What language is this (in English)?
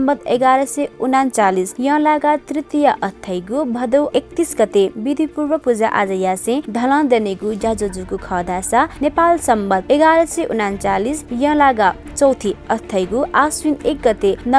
Newari